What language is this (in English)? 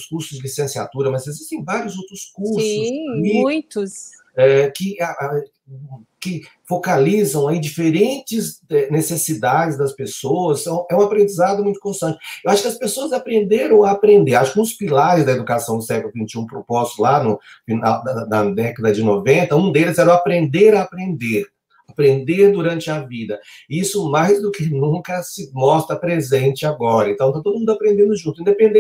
Portuguese